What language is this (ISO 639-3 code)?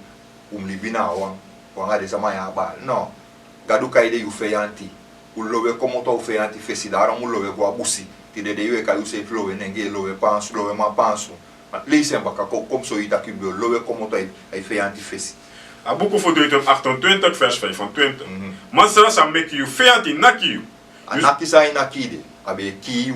srn